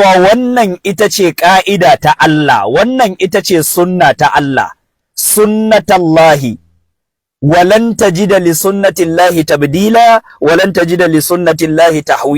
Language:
Hausa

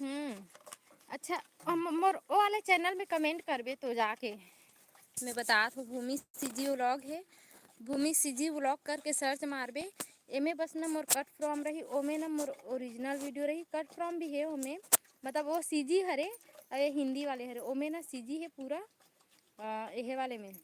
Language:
Chhattisgarhi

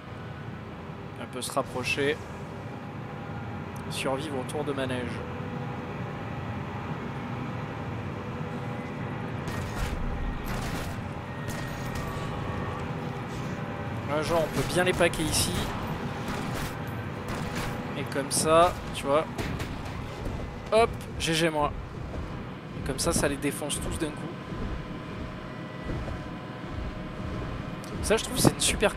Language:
French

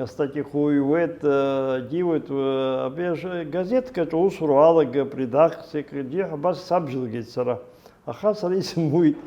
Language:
Abkhazian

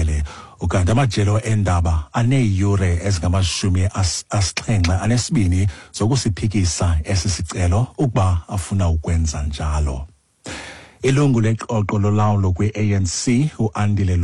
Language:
Xhosa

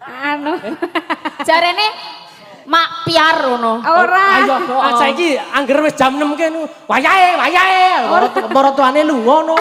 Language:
Javanese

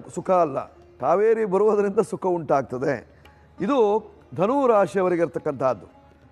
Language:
Kannada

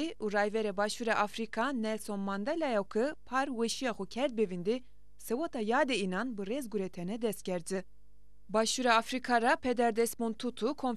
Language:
Zaza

